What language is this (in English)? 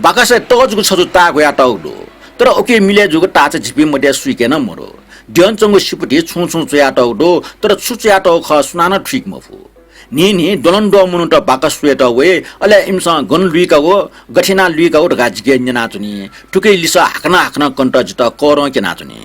Newari